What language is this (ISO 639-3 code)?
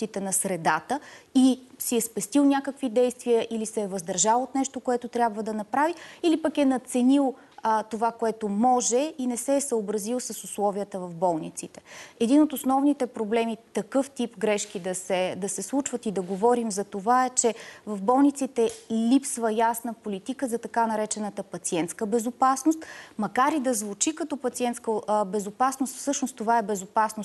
bul